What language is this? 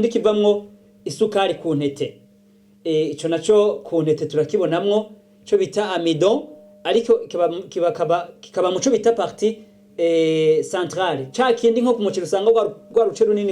Rundi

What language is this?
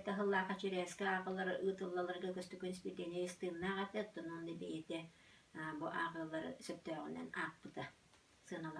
Yakut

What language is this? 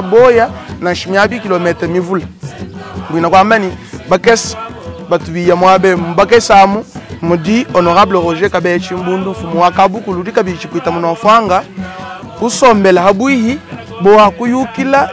Luba-Lulua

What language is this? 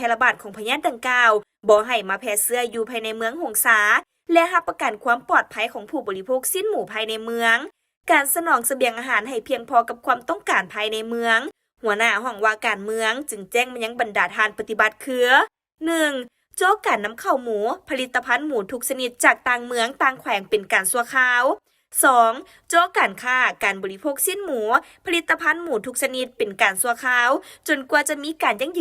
Lao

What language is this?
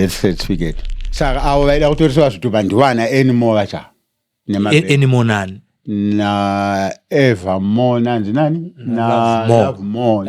Shona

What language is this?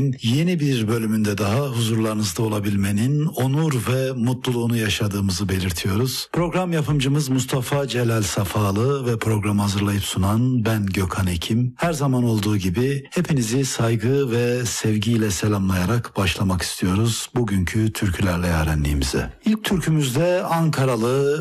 Turkish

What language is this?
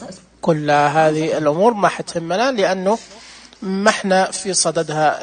Najdi Arabic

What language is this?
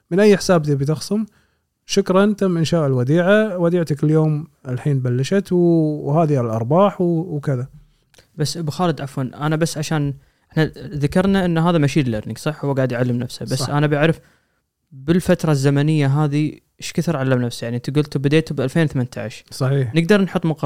Gulf Arabic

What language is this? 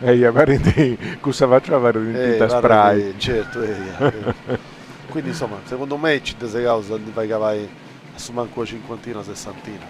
Sardinian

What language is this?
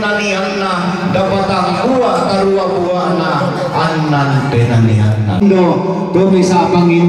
Toraja-Sa'dan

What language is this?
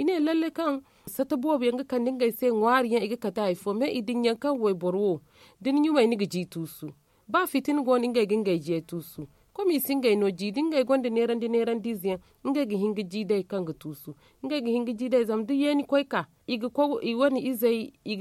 Zarma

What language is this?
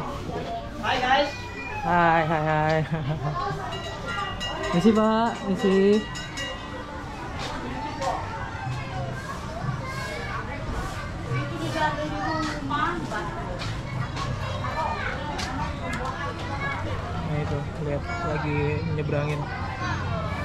Indonesian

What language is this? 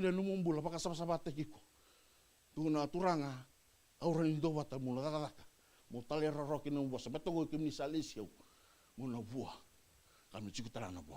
Fijian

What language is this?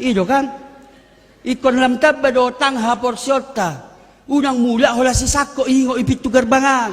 Batak Toba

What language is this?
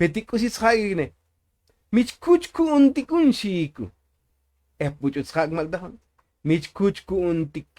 Tzotzil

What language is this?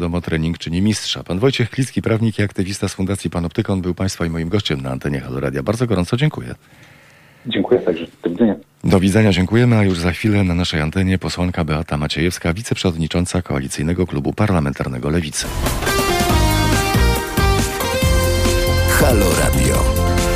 Polish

